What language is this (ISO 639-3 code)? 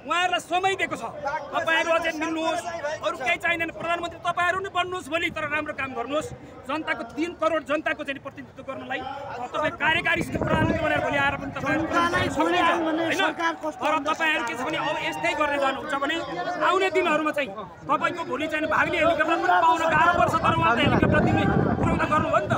nep